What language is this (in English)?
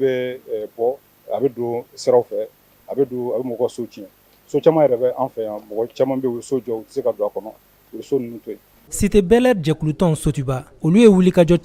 Bambara